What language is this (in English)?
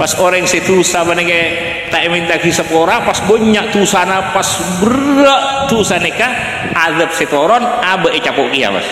Madurese